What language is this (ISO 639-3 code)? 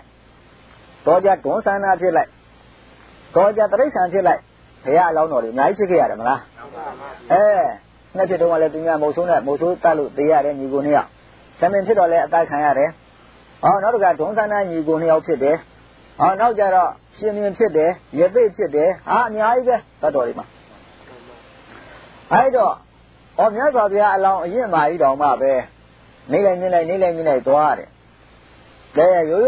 mya